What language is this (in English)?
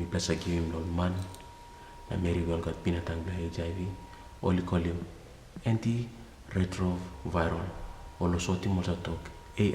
Tok Pisin